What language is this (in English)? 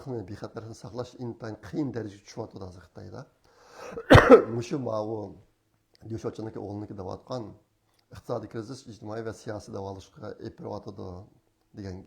Uyghur